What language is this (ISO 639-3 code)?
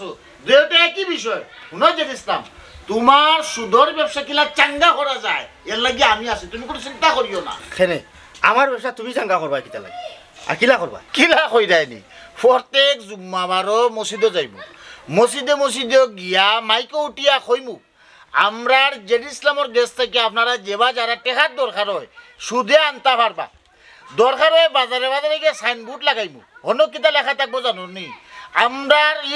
syl